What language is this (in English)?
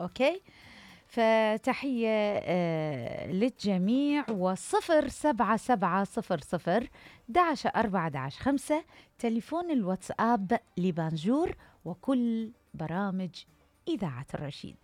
Mesopotamian Arabic